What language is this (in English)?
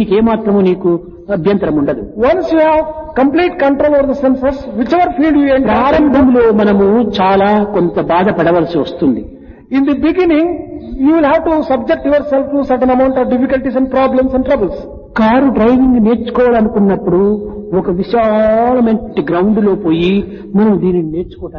Telugu